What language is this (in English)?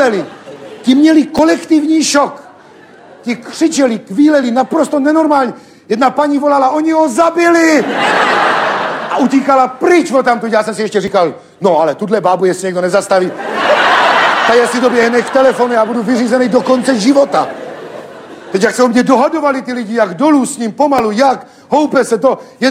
Czech